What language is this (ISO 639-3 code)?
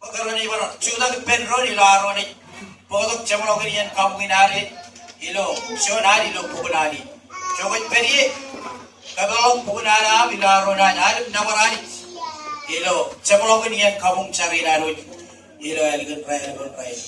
mah